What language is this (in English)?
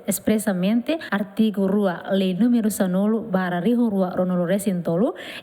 Tetum